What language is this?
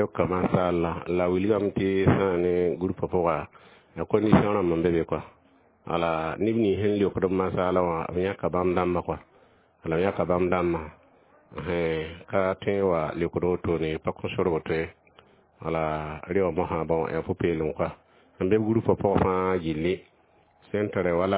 Mossi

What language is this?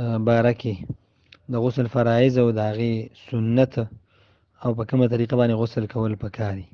Pashto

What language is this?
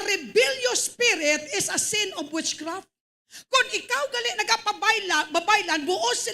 Hiligaynon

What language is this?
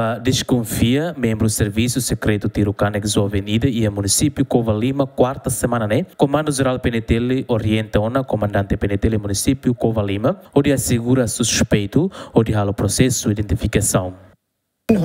Tetum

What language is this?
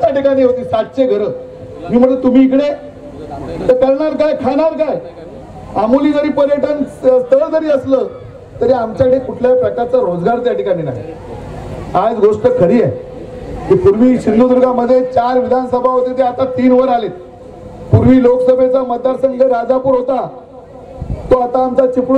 Marathi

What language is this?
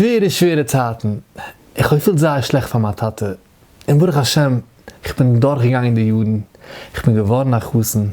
Yiddish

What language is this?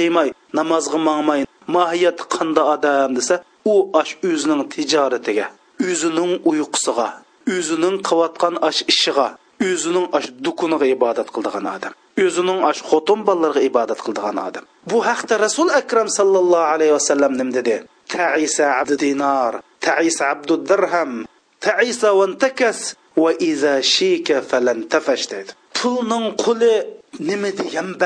Uyghur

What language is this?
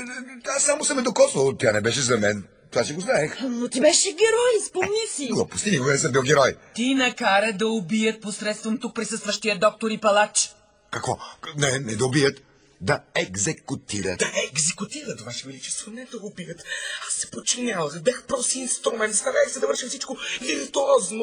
Bulgarian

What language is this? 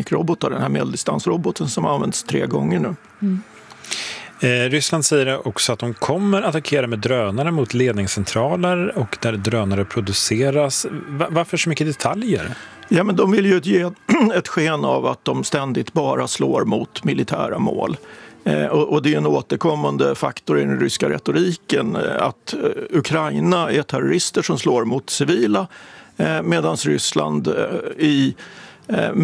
Swedish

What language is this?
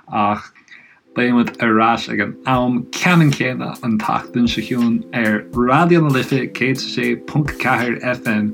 Irish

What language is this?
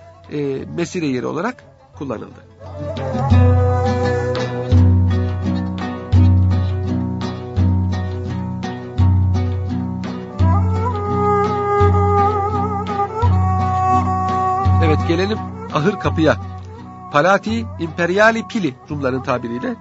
Turkish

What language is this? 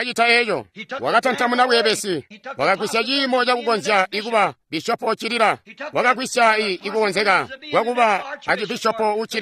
Tonga (Zambia)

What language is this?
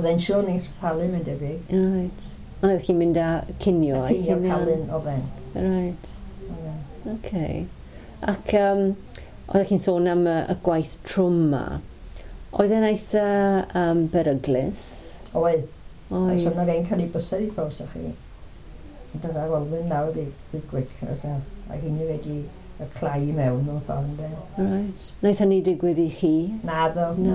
Welsh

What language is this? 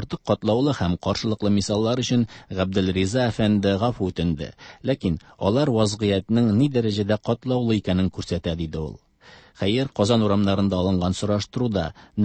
Tatar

